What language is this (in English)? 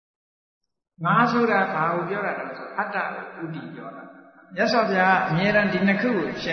Burmese